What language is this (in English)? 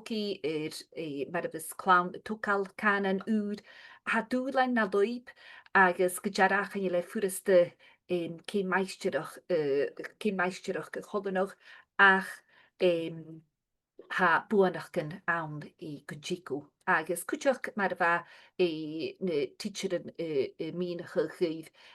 Scottish Gaelic